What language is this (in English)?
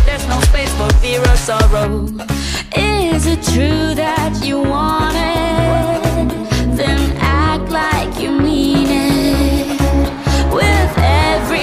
English